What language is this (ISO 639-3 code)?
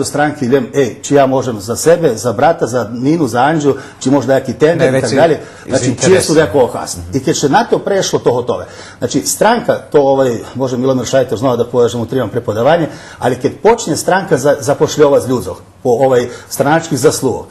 rue